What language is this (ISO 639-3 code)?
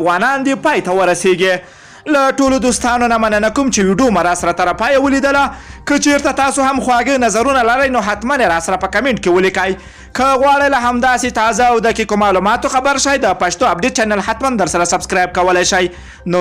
pus